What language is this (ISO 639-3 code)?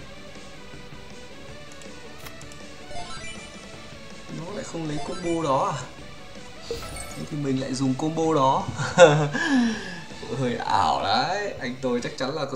vie